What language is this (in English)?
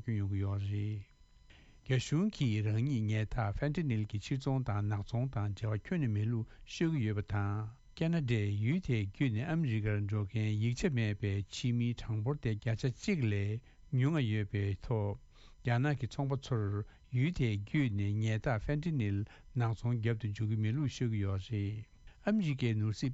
Tibetan